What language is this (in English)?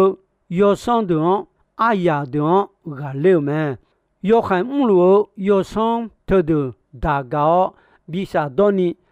Akha